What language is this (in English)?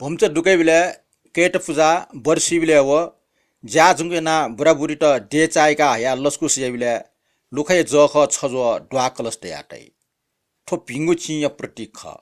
Newari